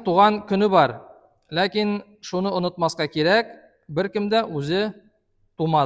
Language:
Tatar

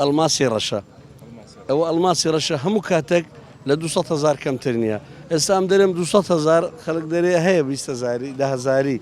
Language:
Central Kurdish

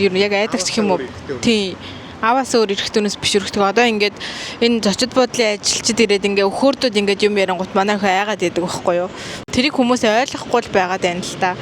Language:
Mongolian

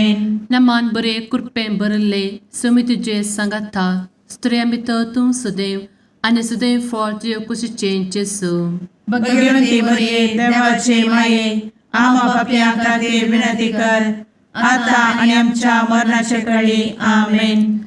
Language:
Konkani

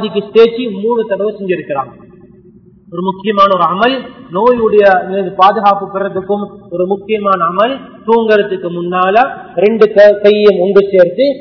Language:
Tamil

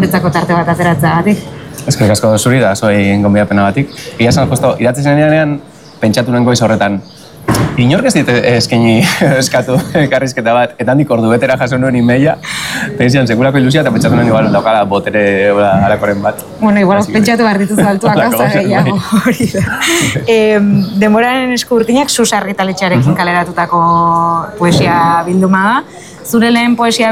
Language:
Basque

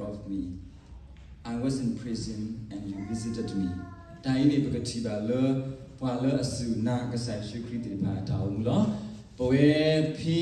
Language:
S'gaw Karen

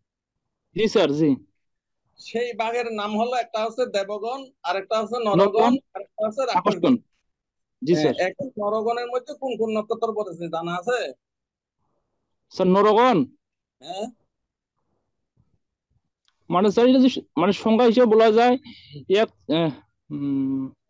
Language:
Bangla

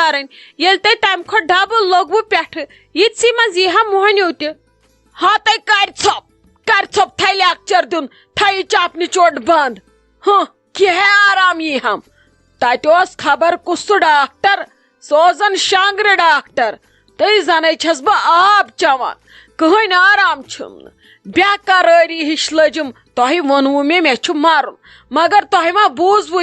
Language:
Kashmiri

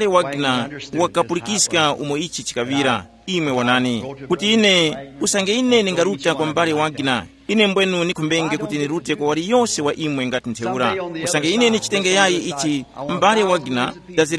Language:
Tumbuka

